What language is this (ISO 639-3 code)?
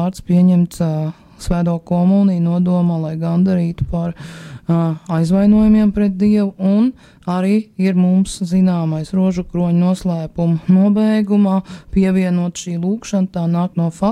lav